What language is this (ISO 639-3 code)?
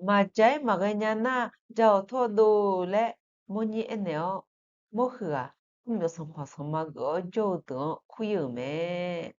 ahk